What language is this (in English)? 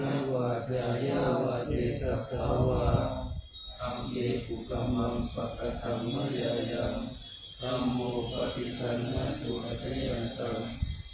Pali